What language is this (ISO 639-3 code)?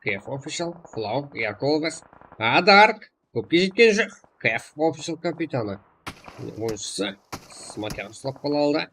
kaa